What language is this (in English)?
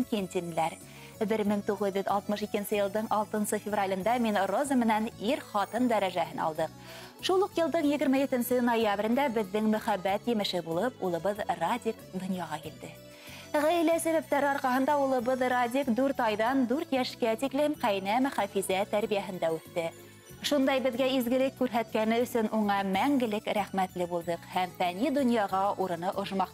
Bashkir